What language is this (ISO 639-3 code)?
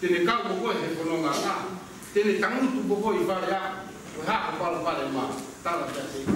ton